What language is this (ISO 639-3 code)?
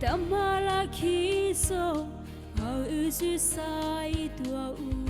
mrh